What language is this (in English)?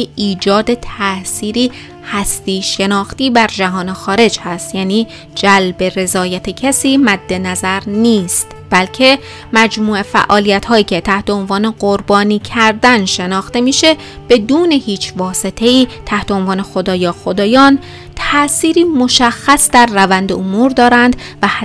Persian